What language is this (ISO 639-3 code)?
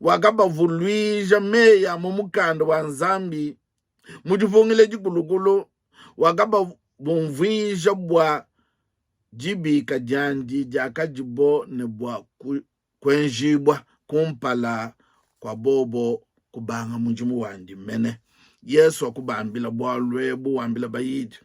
lua